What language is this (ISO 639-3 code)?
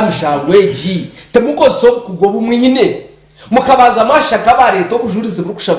nyn